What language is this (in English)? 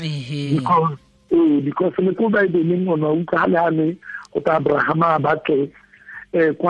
Tswana